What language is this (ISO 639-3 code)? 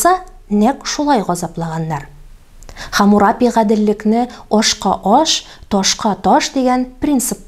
tat